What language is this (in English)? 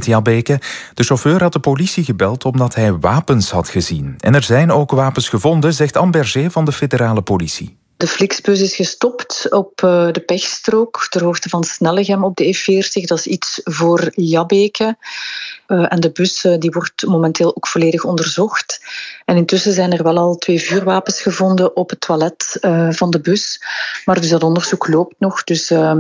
Dutch